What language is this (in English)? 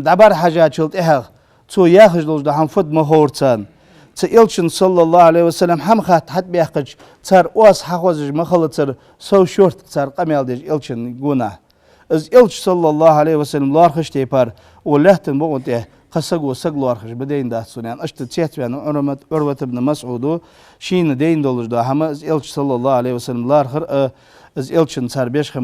Ingush